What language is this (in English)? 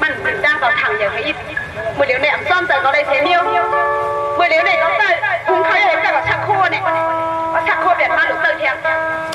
Shan